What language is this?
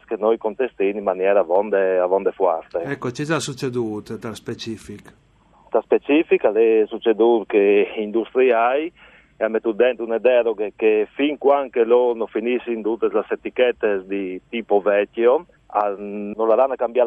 Friulian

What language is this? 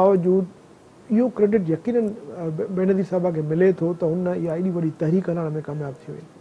Sindhi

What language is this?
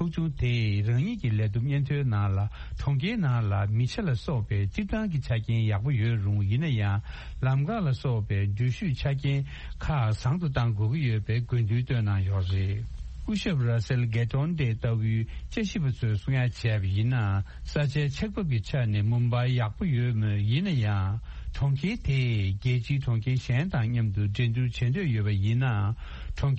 Tibetan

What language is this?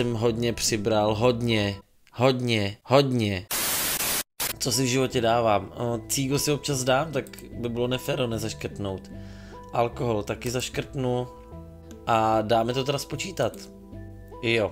Czech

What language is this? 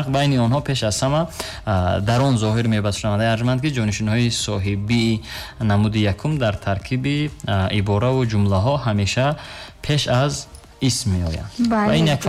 Tajik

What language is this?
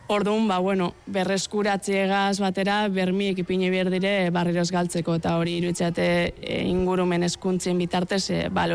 Basque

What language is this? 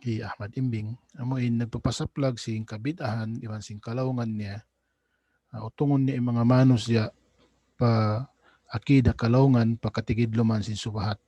Tausug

